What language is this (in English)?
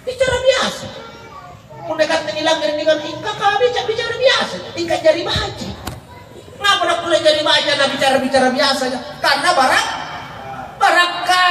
Makasar